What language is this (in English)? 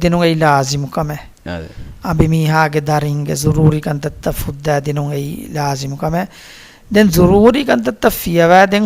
Divehi